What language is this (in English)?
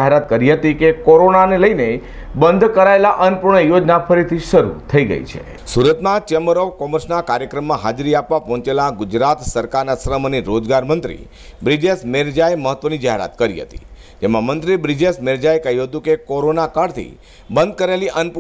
Gujarati